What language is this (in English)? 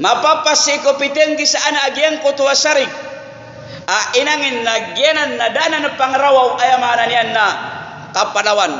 Maranao